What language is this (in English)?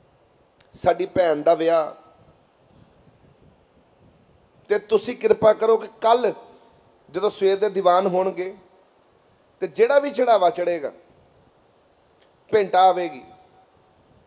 Punjabi